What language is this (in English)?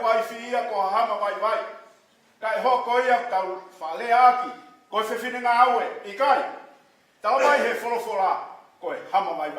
Tongan